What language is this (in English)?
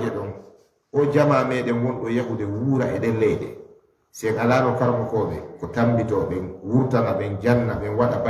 Fula